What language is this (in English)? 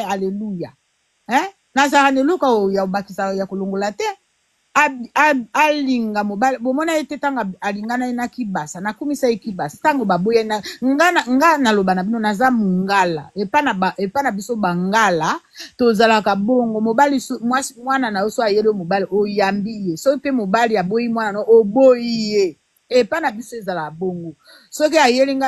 Lingala